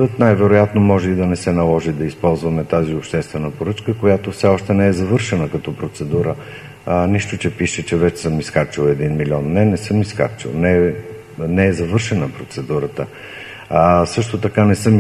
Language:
Bulgarian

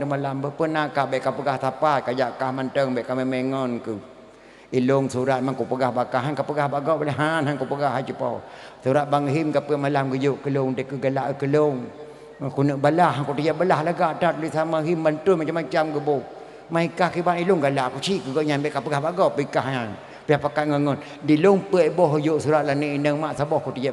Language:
Achinese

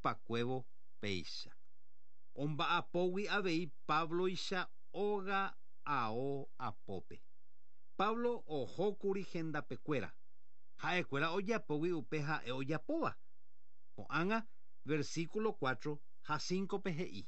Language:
Guarani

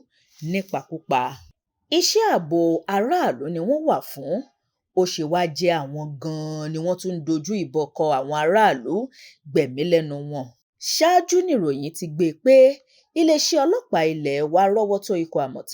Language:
Yoruba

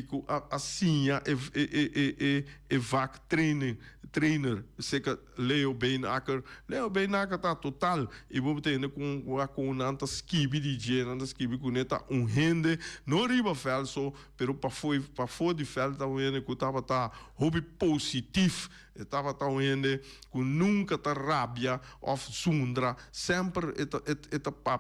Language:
Papiamento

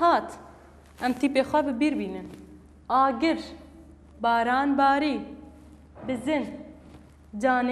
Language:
Kurdish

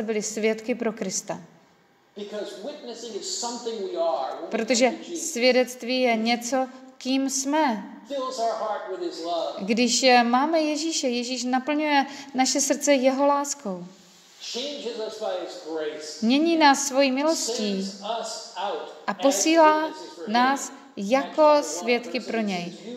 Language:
Czech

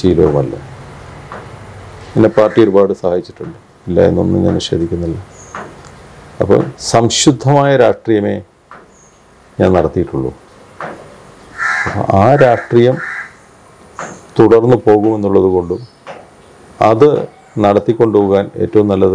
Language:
Malayalam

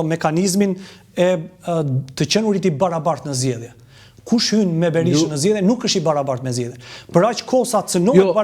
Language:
Albanian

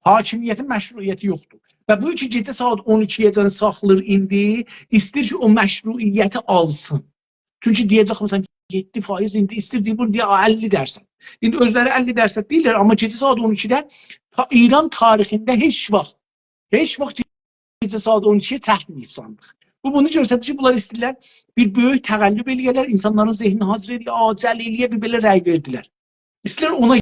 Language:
South Azerbaijani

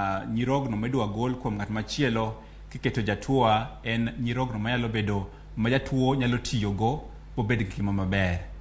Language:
Luo (Kenya and Tanzania)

